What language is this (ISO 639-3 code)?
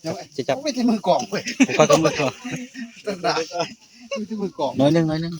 tts